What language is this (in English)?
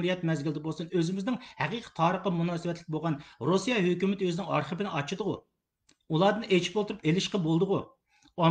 Uyghur